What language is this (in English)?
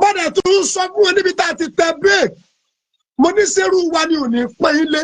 Yoruba